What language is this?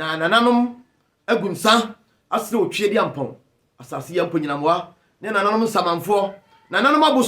Akan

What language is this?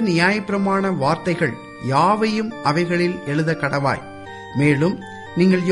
Tamil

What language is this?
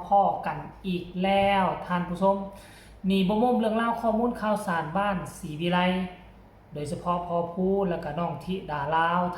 Northeastern Thai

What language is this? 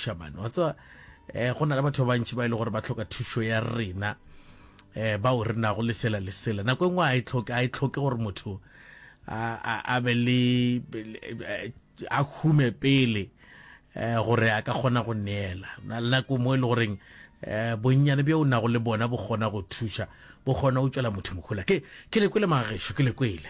Northern Sotho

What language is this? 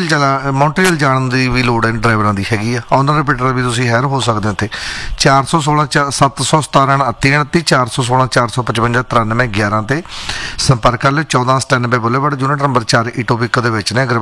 Punjabi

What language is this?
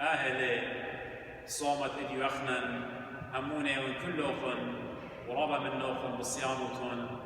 Assyrian Neo-Aramaic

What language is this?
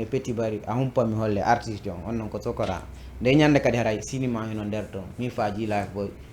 Fula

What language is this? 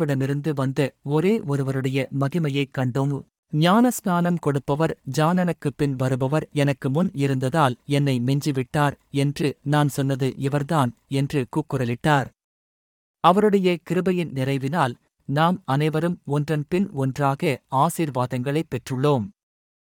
Tamil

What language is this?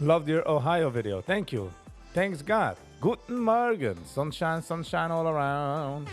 Yiddish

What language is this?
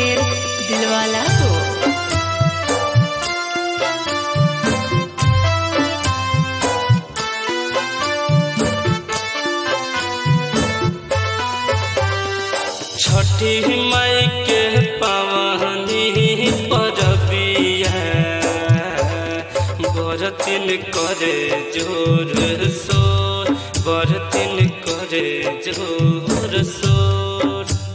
Bhojpuri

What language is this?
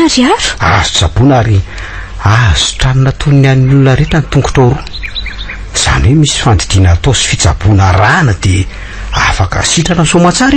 Malagasy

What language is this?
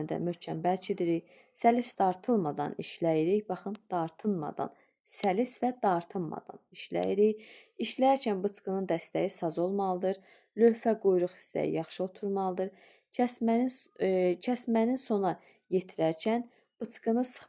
Azerbaijani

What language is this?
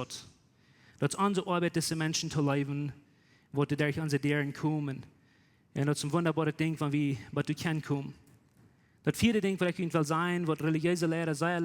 Plautdietsch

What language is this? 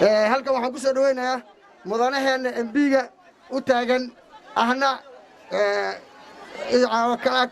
Somali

